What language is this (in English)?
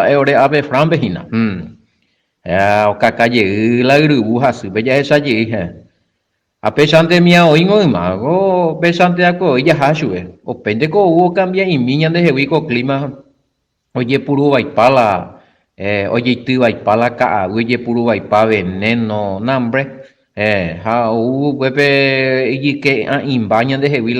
Guarani